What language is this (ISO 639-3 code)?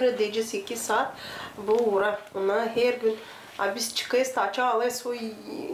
gag